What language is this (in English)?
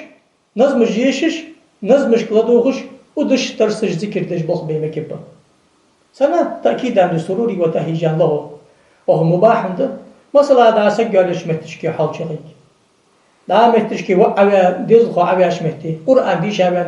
Ingush